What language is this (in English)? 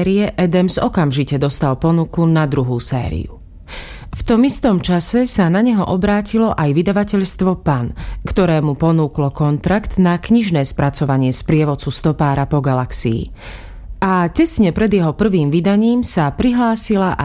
Slovak